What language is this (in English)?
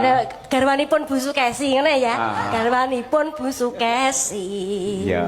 Javanese